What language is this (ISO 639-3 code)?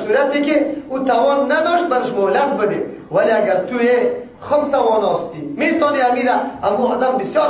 fas